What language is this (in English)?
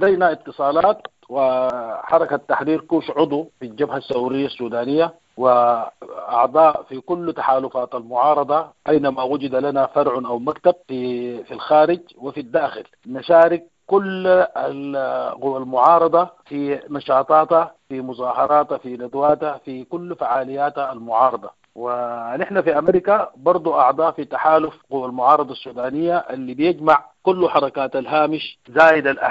Sudanese Arabic